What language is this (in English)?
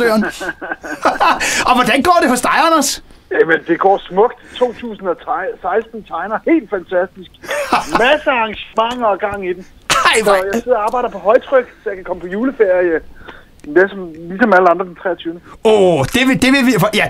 Danish